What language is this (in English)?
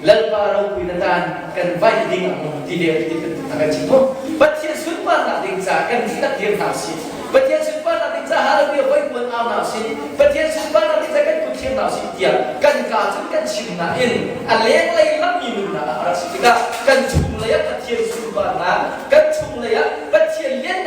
Hakha Chin